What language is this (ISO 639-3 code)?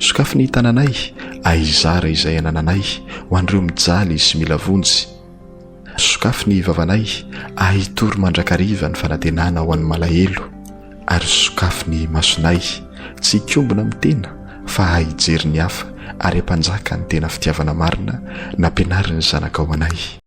mlg